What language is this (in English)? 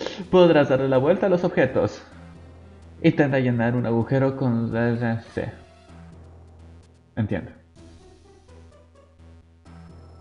Spanish